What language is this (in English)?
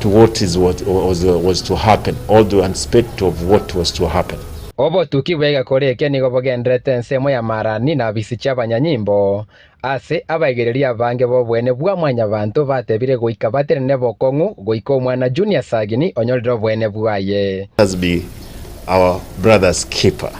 Gusii